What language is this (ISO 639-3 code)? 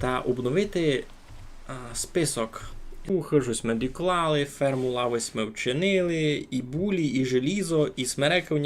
rue